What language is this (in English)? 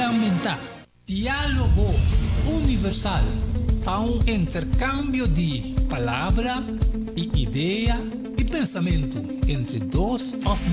Papiamento